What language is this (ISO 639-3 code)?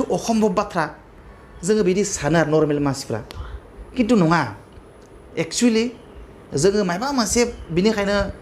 brx